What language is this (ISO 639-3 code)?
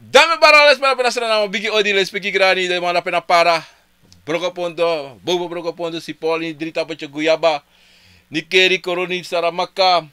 srn